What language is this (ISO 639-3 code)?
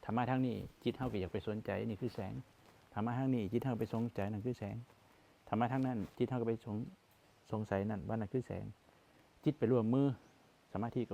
tts